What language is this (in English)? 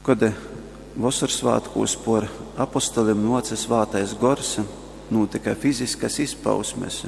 Latgalian